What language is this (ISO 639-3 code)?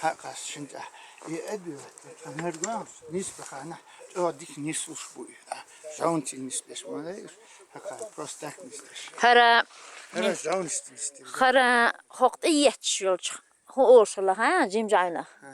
che